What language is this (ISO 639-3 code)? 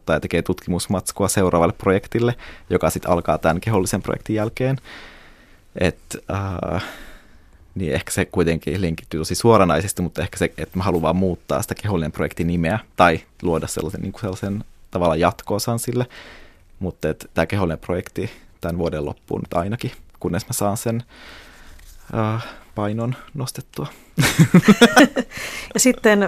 fin